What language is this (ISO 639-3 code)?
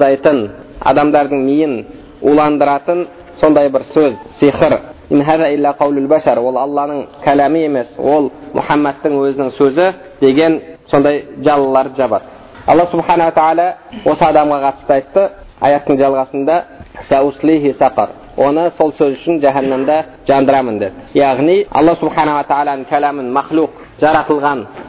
kaz